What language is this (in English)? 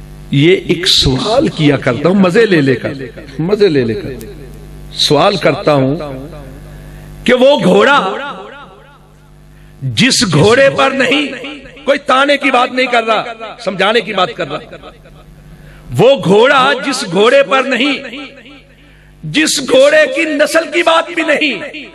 Urdu